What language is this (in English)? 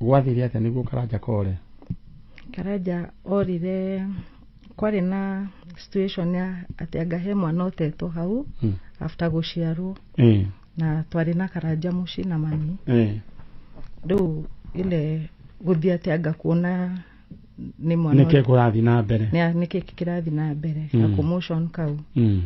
Kikuyu